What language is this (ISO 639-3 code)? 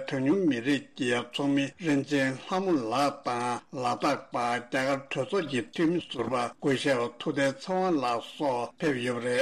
bod